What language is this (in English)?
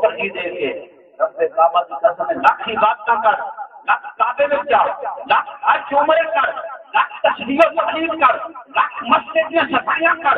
Saraiki